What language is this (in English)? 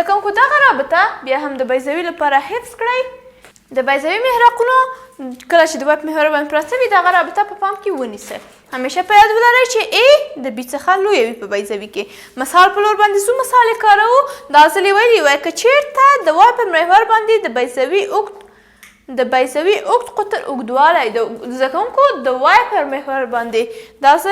Pashto